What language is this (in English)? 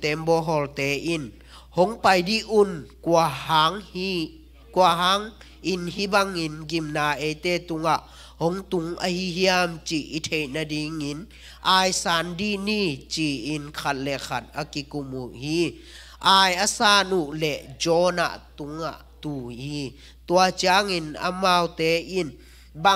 Tedim Chin